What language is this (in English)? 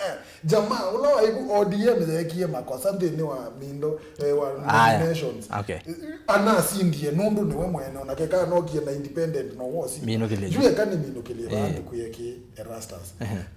Kamba